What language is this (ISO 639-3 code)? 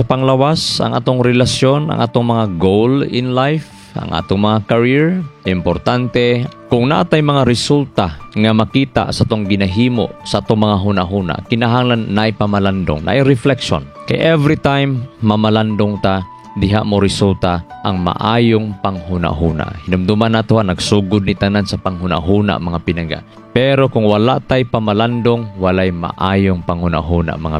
ceb